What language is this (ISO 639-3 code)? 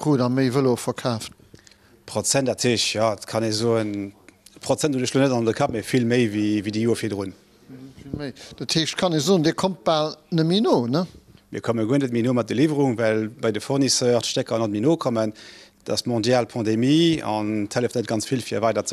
ltz